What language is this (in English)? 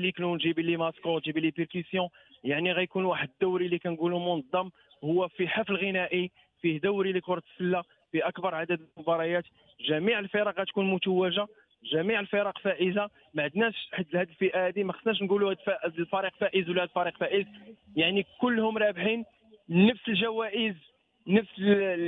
Moroccan Arabic